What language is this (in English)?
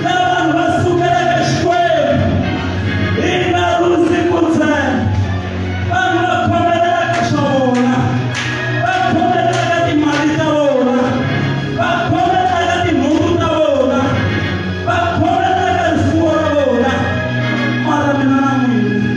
Tsonga